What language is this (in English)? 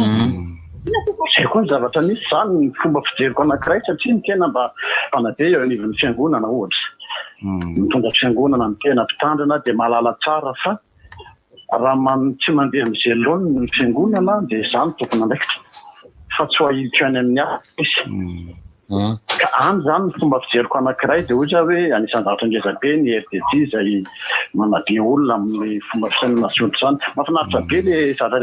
Malagasy